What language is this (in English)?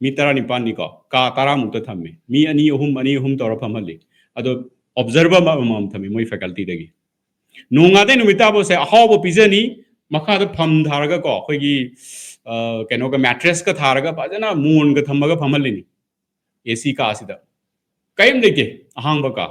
Manipuri